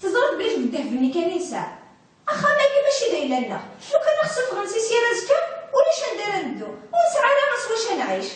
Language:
Kabyle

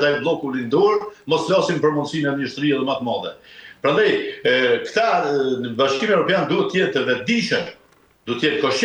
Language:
Albanian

